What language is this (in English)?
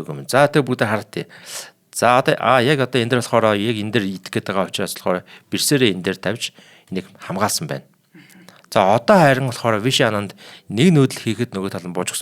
Mongolian